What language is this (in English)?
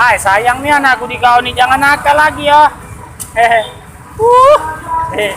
Musi